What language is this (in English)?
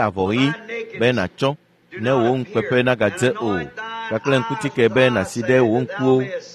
Ewe